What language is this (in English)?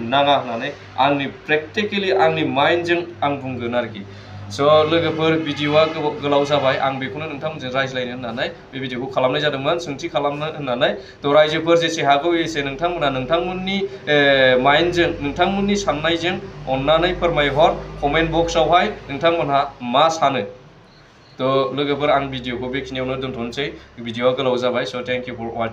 Bodo